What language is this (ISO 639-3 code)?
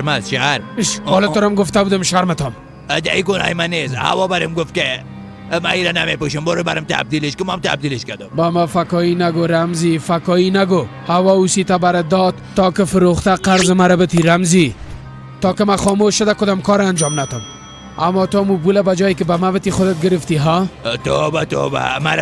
fas